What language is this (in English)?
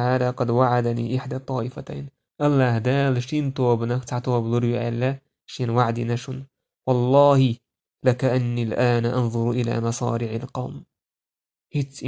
Chechen